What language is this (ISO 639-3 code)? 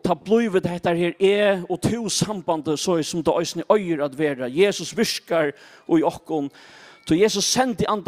fao